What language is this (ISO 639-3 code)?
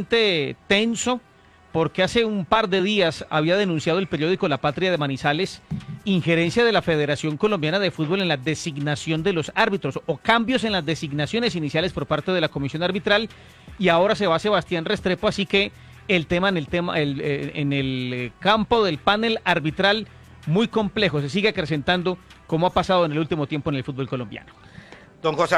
spa